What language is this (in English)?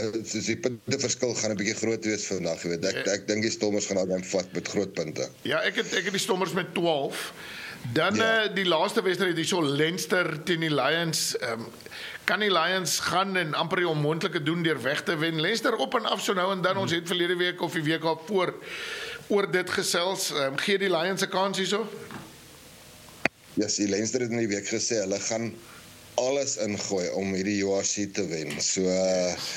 Afrikaans